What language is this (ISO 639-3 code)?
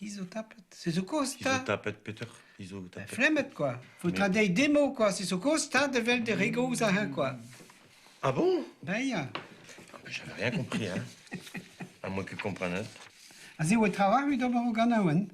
bre